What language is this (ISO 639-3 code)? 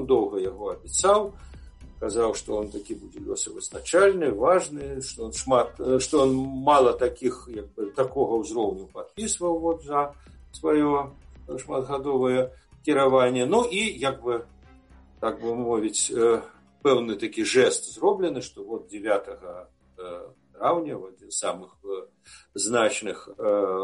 bel